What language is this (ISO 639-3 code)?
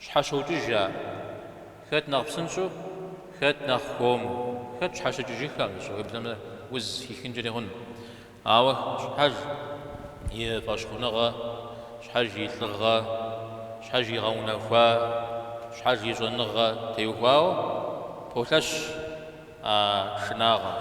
kbd